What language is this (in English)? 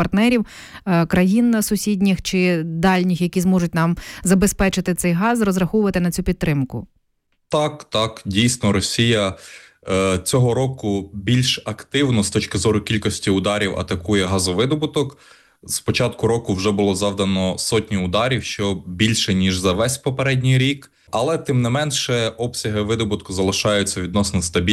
Ukrainian